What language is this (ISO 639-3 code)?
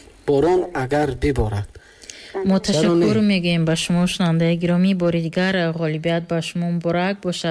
tgk